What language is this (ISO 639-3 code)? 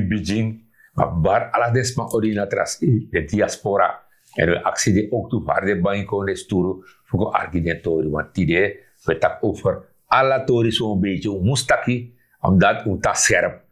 srn